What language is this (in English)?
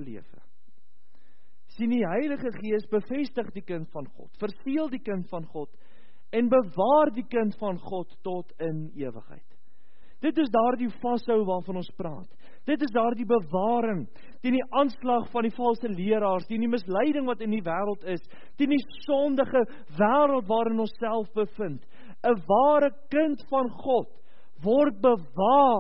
Afrikaans